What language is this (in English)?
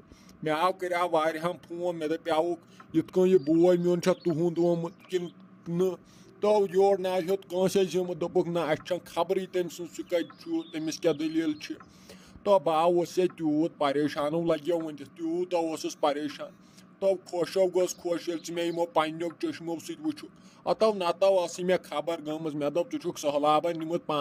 Kashmiri